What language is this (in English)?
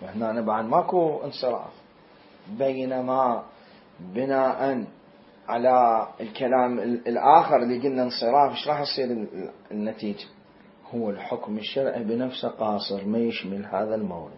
Mesopotamian Arabic